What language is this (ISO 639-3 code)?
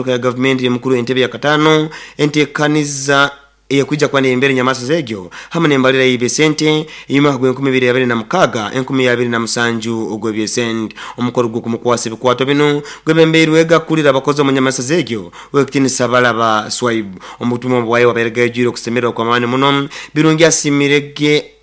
nyo